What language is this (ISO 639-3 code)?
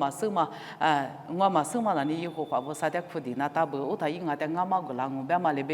lis